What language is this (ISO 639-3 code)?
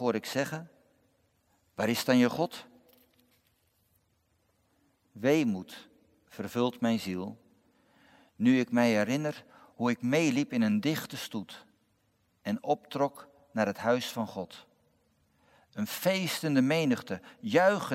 nld